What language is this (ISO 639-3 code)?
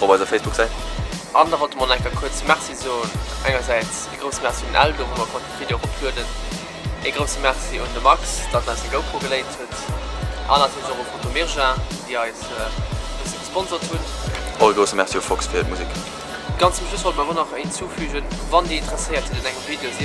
ltz